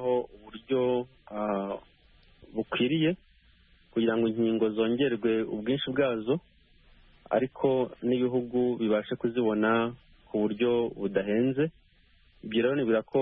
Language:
Kinyarwanda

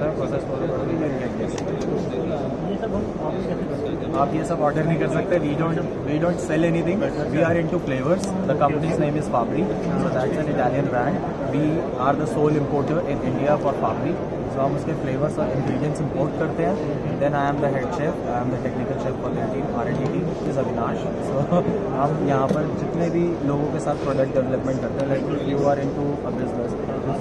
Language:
Hindi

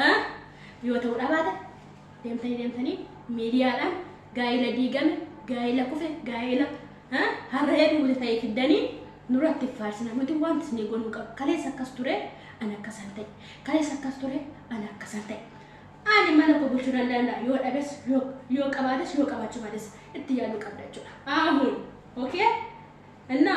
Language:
Oromo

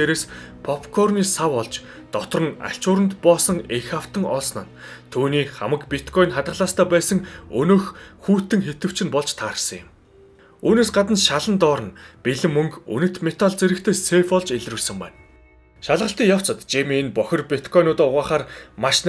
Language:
Mongolian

